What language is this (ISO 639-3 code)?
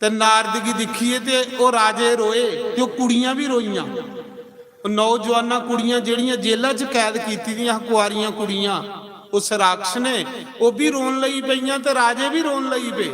doi